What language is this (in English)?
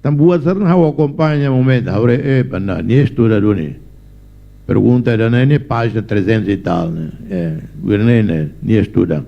Tetum